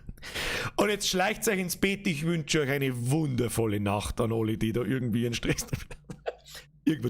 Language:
Bavarian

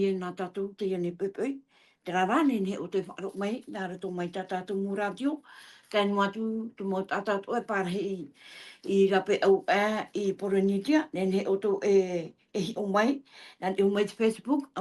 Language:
Tahitian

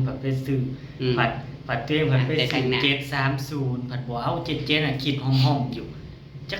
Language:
Northeastern Thai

